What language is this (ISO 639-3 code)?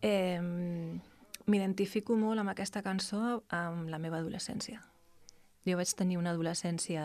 cat